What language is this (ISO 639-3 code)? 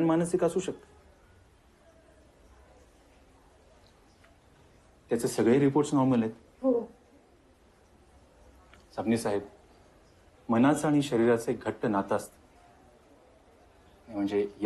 mar